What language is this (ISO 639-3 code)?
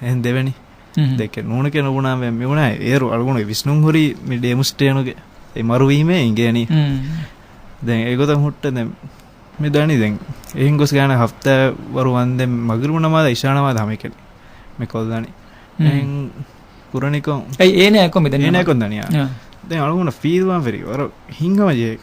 div